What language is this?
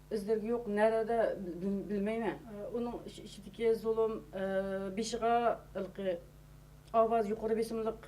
Uyghur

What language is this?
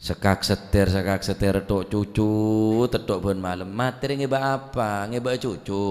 Madurese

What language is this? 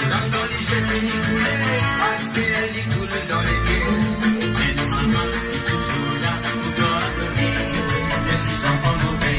Morisyen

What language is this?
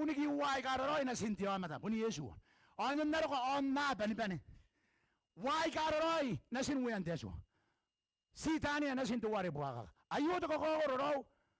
Gilbertese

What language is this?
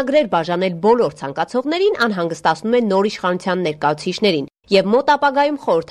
Armenian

